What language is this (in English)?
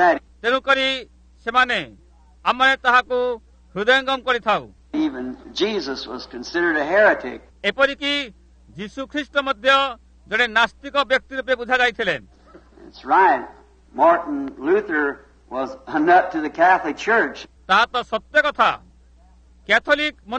Odia